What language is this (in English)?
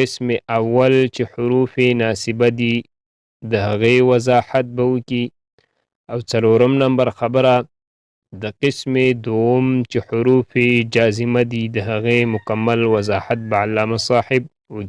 Pashto